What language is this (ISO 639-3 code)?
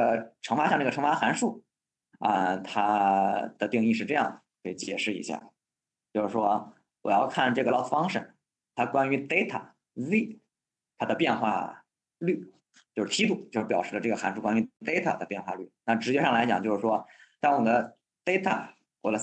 zho